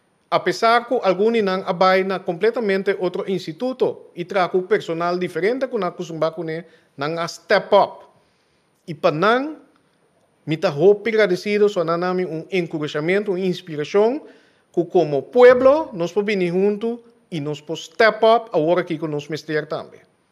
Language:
Papiamento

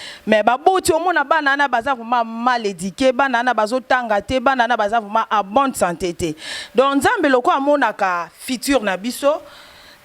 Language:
Lingala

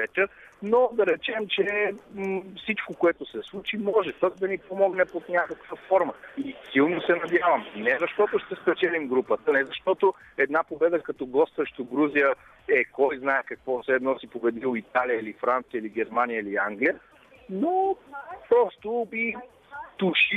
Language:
Bulgarian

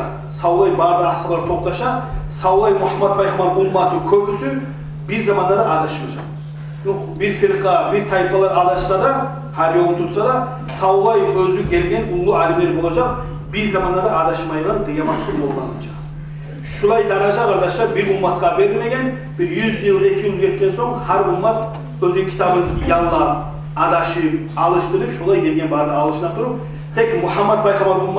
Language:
Kumyk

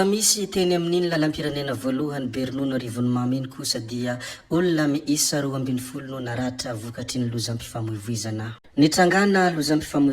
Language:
Malagasy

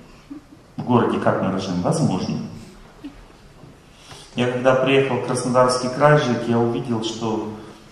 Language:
Russian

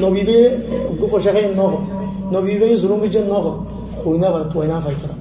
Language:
Rohingya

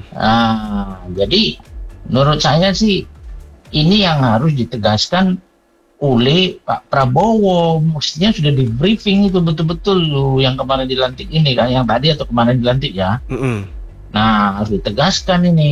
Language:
Indonesian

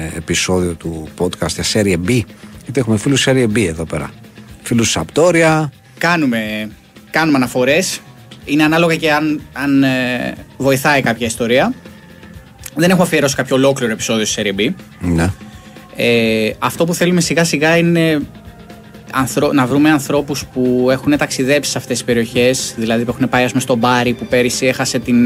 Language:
Greek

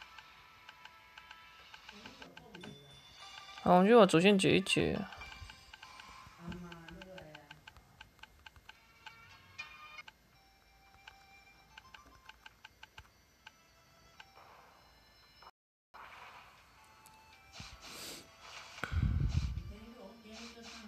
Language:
Chinese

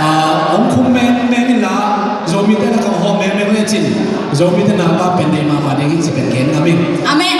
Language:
Tedim Chin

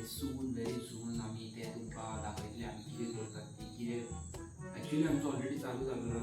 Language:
Konkani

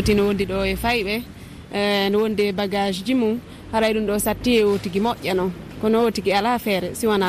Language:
Fula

